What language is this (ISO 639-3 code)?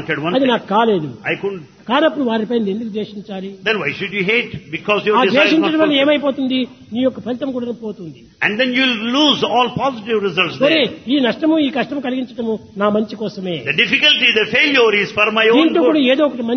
tel